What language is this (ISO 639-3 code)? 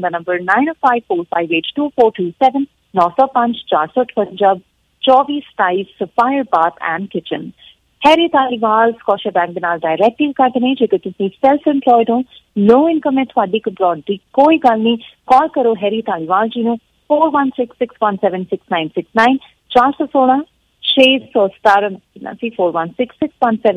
pan